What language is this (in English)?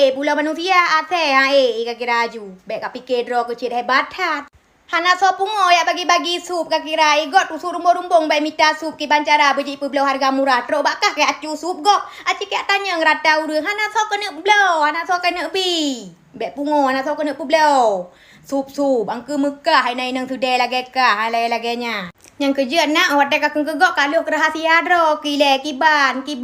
Achinese